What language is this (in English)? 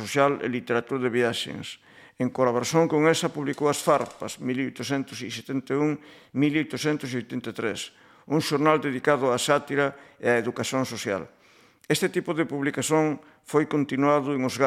Galician